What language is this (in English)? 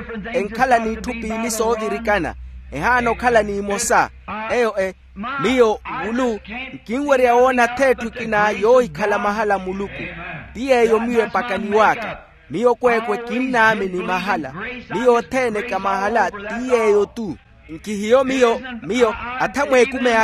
Makhuwa